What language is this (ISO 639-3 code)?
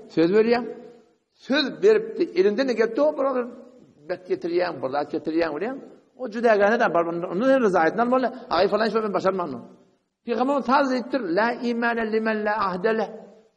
tuk